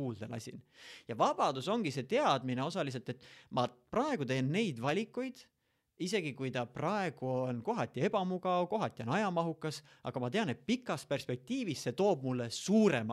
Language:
Estonian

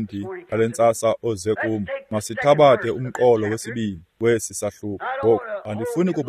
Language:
Xhosa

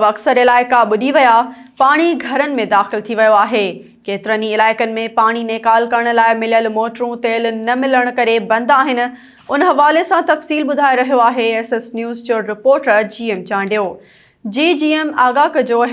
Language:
Sindhi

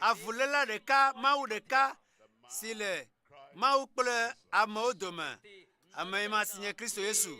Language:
Ewe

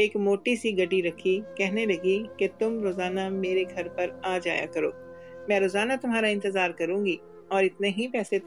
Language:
Urdu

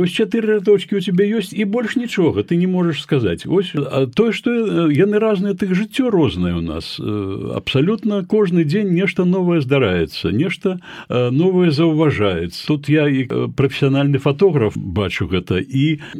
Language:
Belarusian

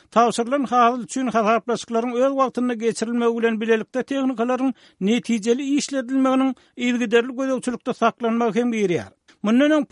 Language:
Turkmen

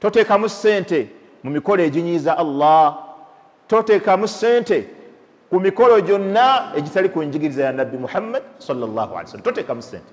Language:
Ganda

